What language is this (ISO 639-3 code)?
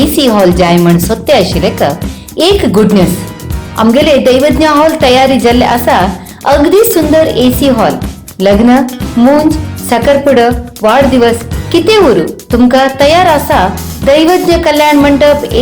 kok